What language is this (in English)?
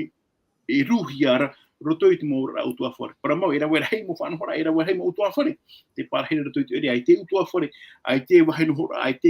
Tahitian